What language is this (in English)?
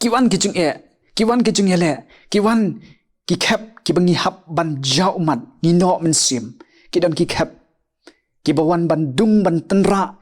Khasi